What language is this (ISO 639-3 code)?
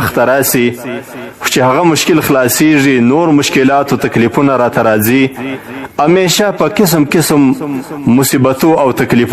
pus